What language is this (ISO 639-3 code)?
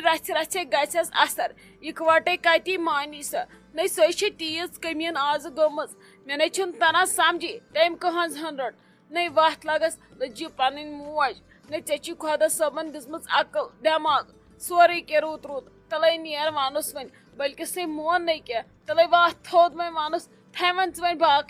kas